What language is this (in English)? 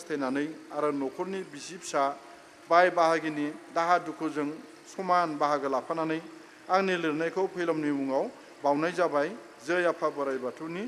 Bodo